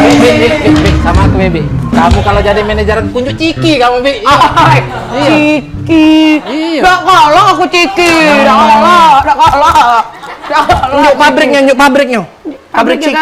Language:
Musi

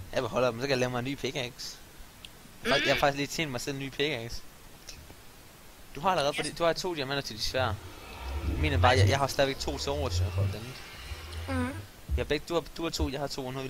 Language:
Danish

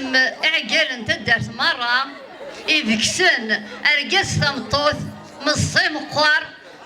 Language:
Kabyle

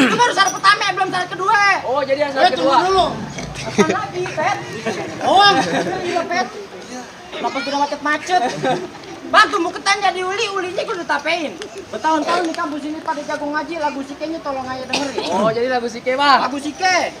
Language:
Betawi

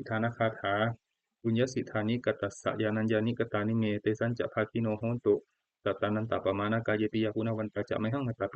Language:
Pali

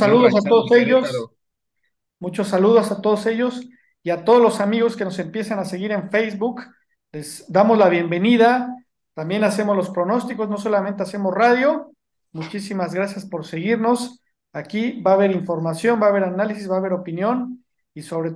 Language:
Spanish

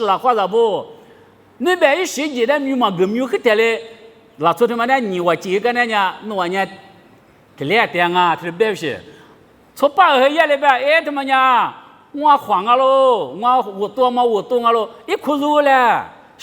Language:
Lisu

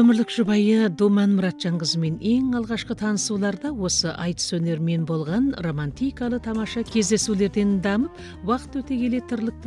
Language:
Kazakh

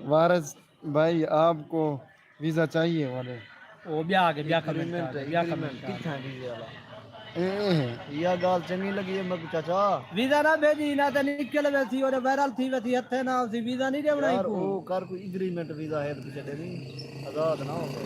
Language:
Saraiki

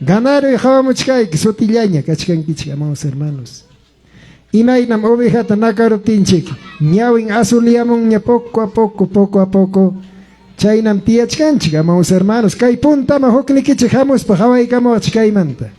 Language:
Ayacucho Quechua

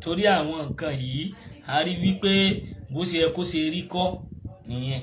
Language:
Yoruba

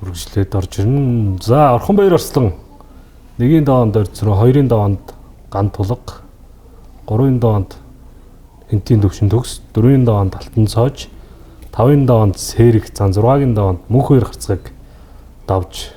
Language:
Mongolian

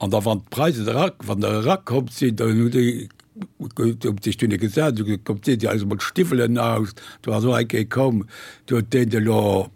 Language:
Luxembourgish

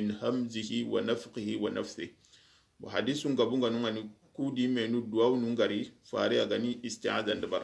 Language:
Soninke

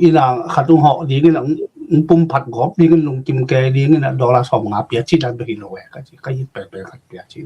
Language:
Tedim Chin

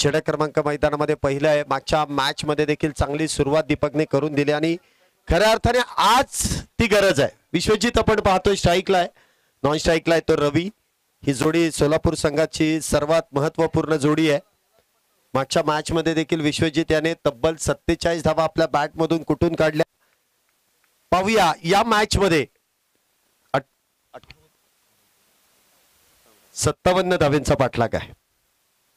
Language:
Marathi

